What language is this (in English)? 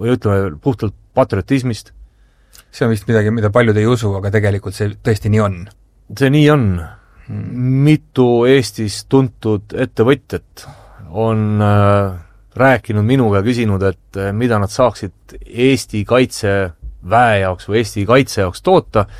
Estonian